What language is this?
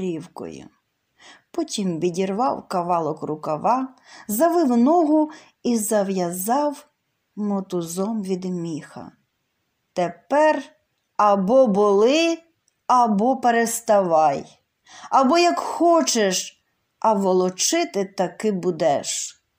Ukrainian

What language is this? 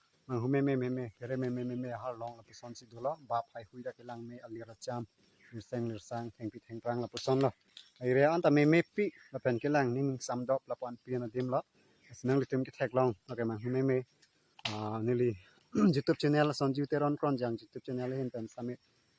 Karbi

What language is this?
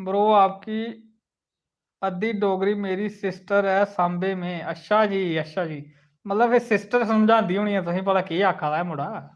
Dogri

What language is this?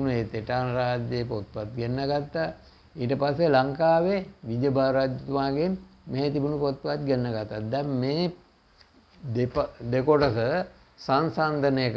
Sinhala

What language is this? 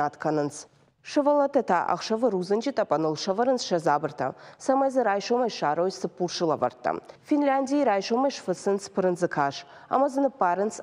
Ossetic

